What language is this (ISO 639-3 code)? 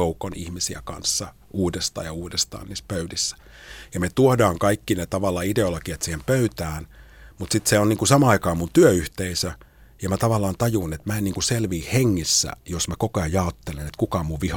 fin